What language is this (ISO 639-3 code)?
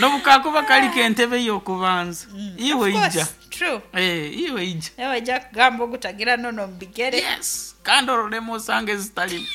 nyo